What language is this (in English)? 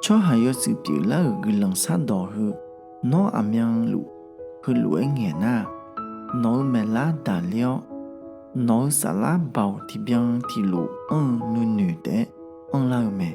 Akha